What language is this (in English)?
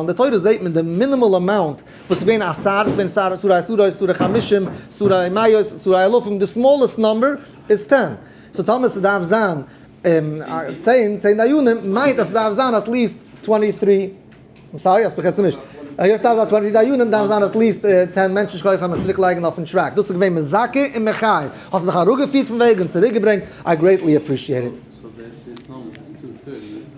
Yiddish